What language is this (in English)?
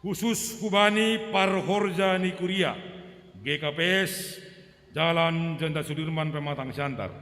Batak Simalungun